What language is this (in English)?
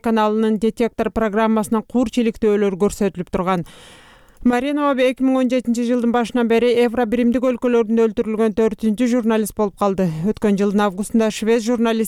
Kyrgyz